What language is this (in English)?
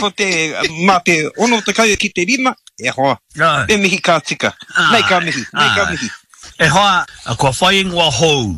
Māori